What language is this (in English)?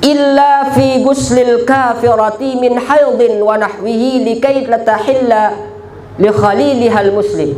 Sasak